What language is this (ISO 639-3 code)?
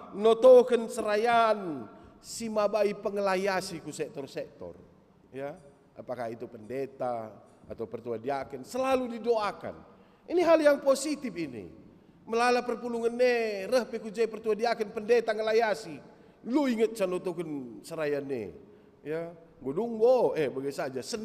btx